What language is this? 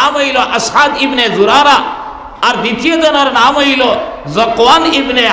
Sylheti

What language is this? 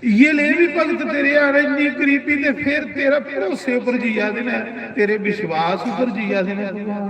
Dogri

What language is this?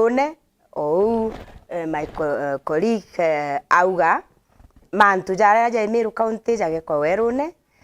Meru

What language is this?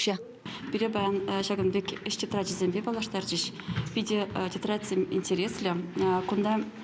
Chuvash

